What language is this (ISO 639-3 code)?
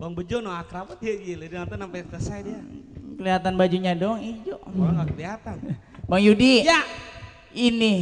bew